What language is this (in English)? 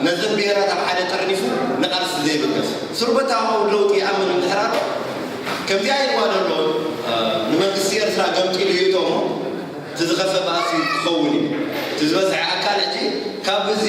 Tigrinya